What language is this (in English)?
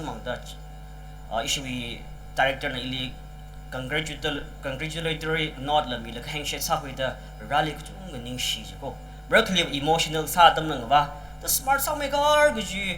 Tangkhul Naga (India)